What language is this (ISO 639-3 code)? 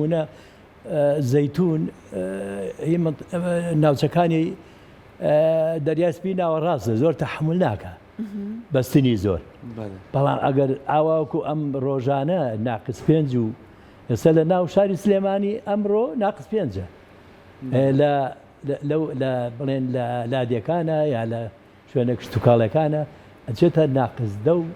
ckb